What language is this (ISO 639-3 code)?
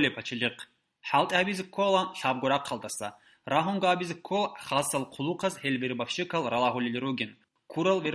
ava